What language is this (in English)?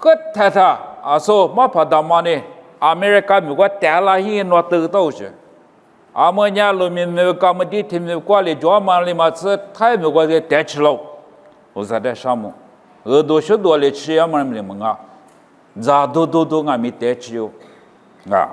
Lisu